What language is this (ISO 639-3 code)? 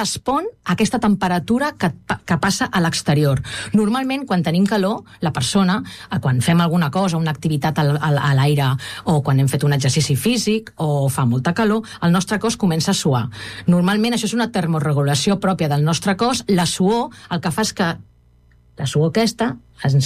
cat